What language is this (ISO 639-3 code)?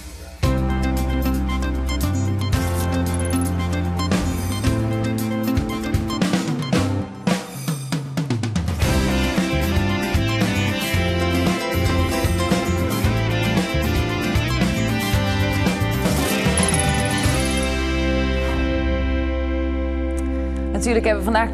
nld